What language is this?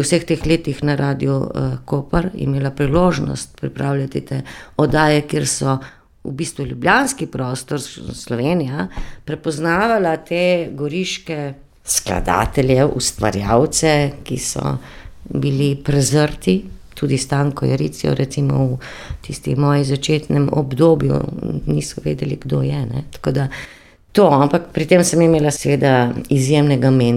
Slovenian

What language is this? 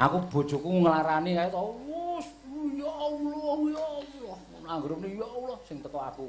Javanese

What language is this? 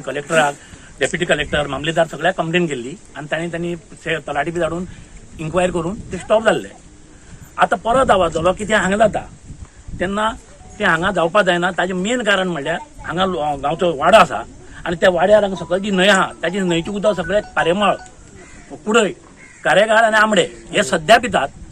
Konkani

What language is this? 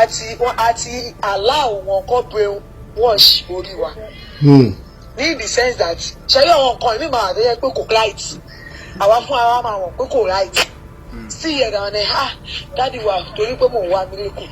Yoruba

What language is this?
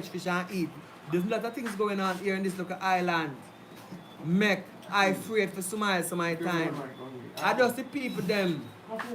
Jamaican Creole English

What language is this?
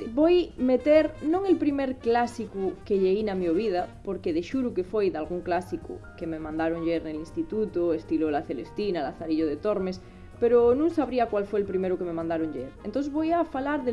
Asturian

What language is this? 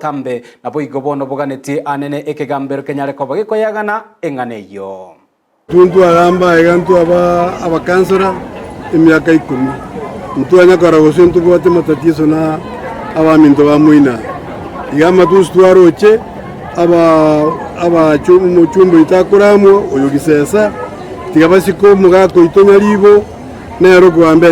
Gusii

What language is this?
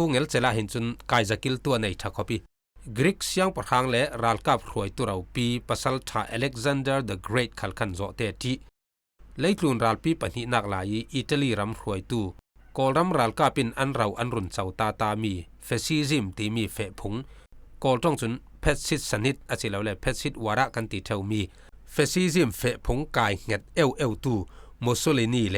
Falam Chin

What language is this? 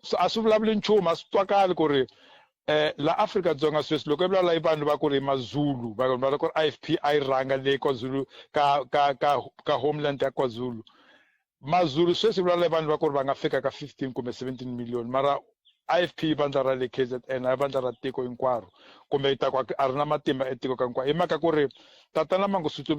Tsonga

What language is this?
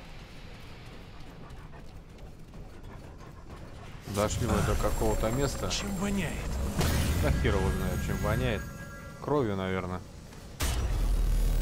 Russian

